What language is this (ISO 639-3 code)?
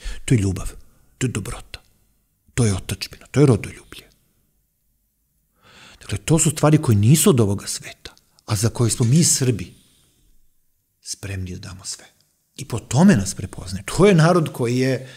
srp